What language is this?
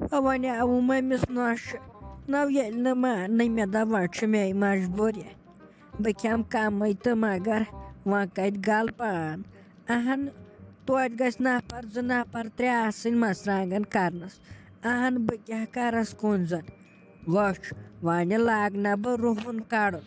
Kashmiri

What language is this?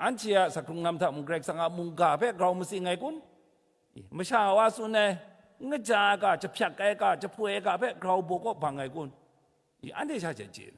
Kachin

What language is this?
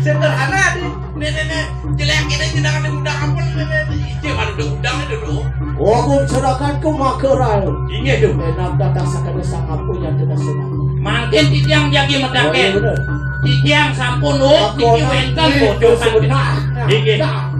Balinese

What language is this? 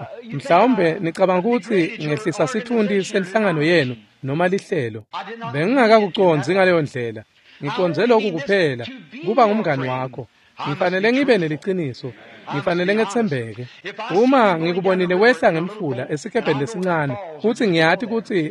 Swati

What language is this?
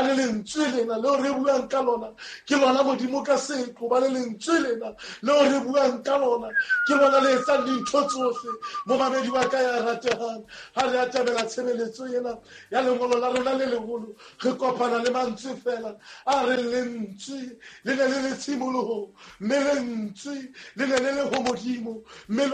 Southern Sotho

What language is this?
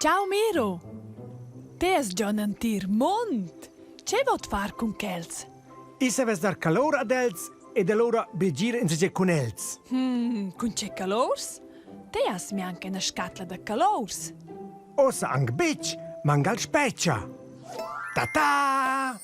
Romansh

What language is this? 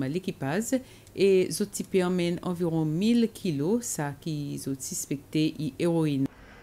Seselwa Creole French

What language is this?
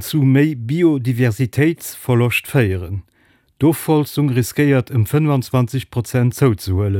Luxembourgish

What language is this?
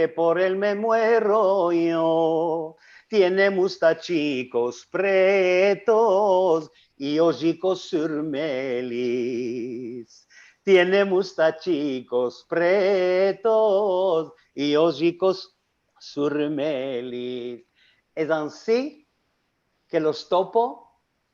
Ladino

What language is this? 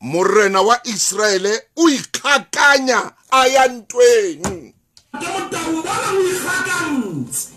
Southern Sotho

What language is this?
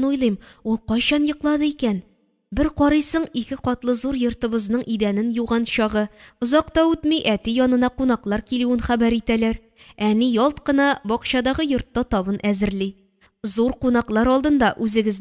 Tatar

